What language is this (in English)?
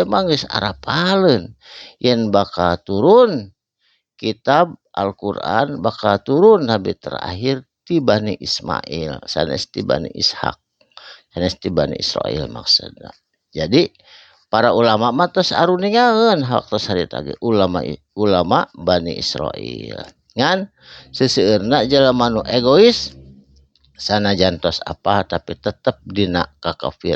Sundanese